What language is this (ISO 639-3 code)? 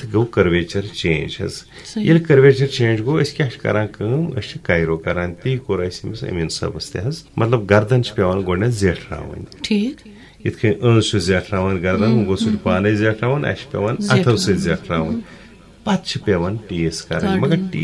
kas